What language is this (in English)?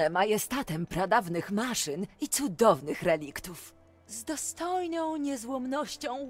Polish